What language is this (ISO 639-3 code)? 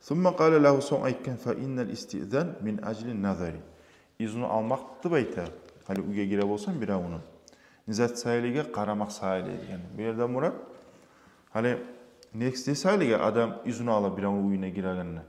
kum